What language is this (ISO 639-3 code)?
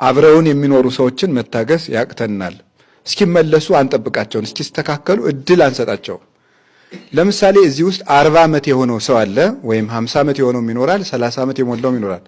amh